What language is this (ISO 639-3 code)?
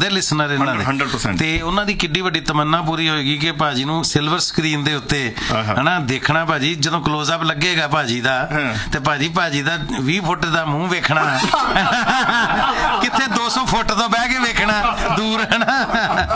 pan